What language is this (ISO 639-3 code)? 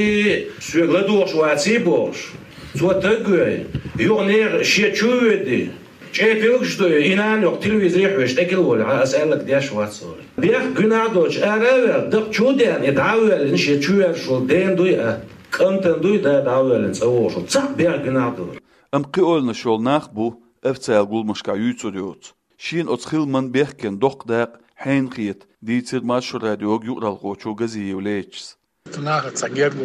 che